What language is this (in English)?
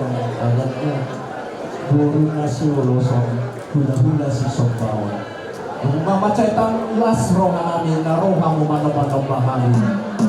Batak Toba